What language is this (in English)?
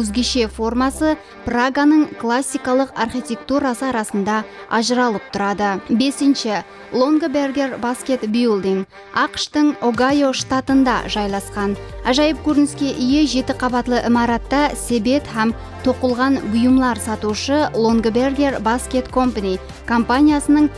Kara-Kalpak